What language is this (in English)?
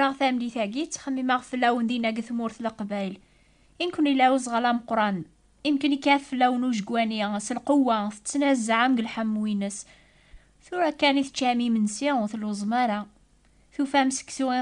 Kabyle